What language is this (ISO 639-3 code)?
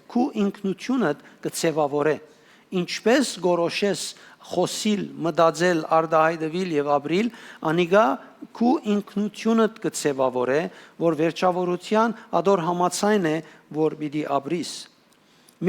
hyw